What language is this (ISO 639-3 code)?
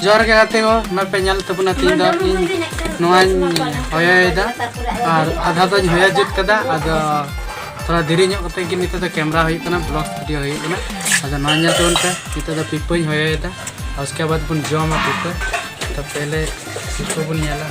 sat